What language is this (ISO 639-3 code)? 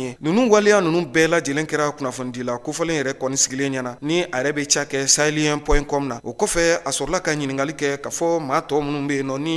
bam